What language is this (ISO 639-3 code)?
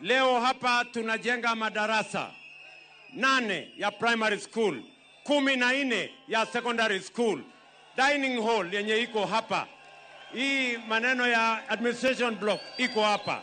luo